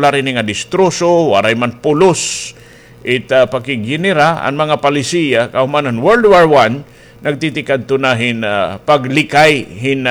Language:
Waray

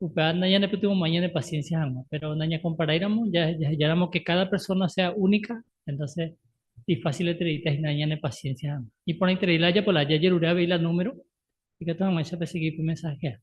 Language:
Guarani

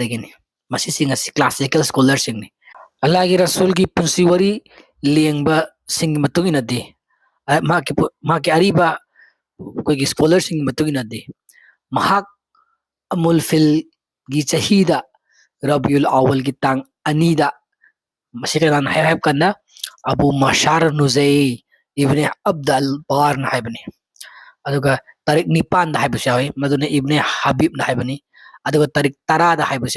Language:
Manipuri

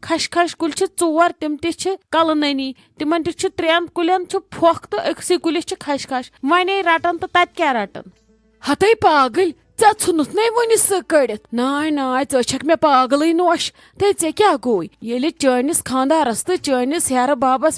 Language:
Kashmiri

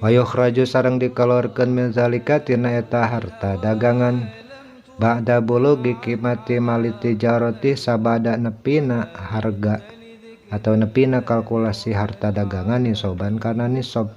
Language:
Sundanese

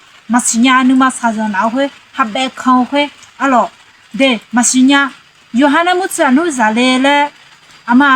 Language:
Akha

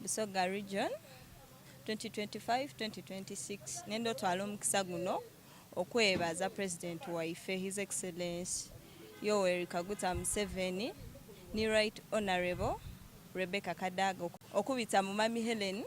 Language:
Soga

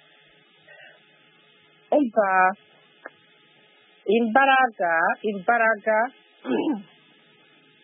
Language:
Kinyarwanda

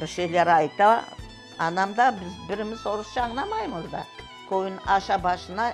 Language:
Crimean Tatar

